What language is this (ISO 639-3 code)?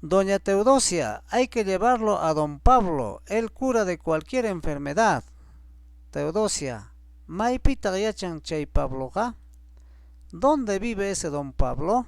quy